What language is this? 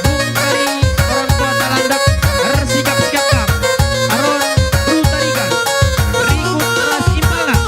Batak Karo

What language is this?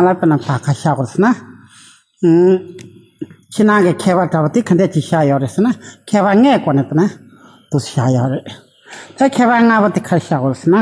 Tibetan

